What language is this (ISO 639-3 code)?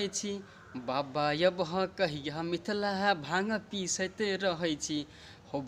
mai